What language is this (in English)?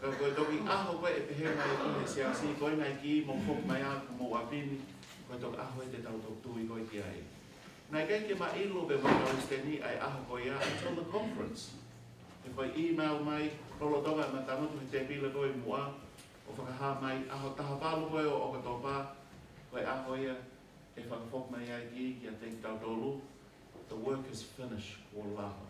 Tongan